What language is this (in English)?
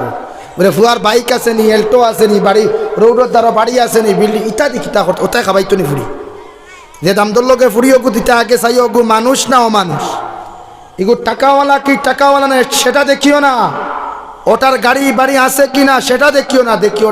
Sylheti